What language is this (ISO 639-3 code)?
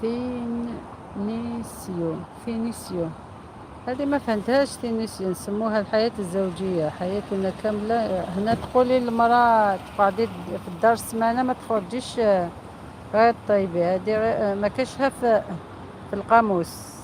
arq